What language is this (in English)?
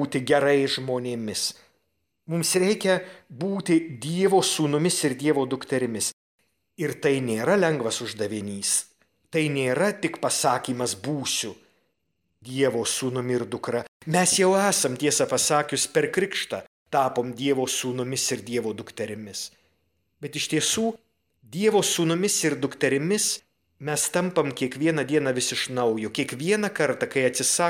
Lithuanian